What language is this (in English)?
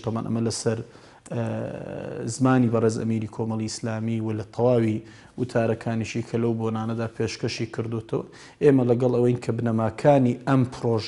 Central Kurdish